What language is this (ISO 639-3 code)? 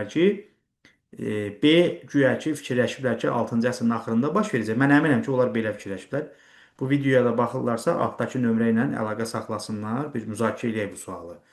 aze